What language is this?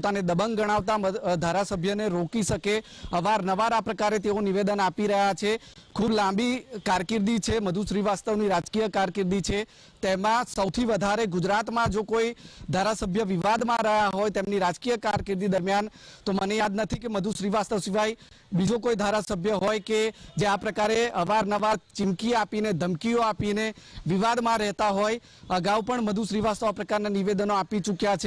Gujarati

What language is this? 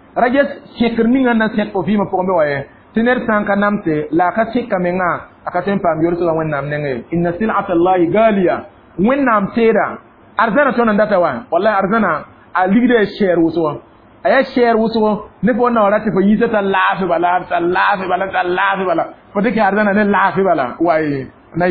Mossi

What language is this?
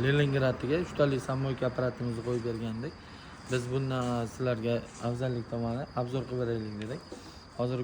Uzbek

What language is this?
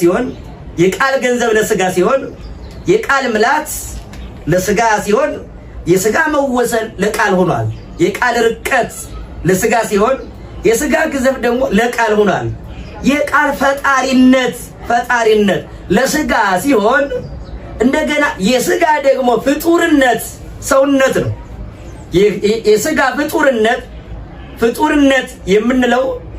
Amharic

